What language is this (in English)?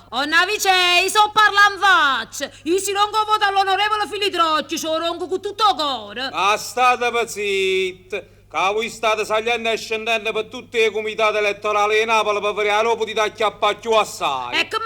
Neapolitan